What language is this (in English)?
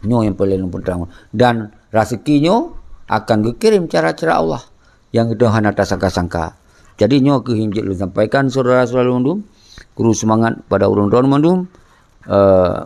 Achinese